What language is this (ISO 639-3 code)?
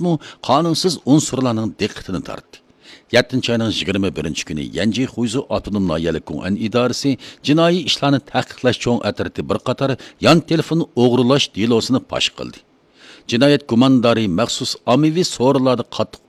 uig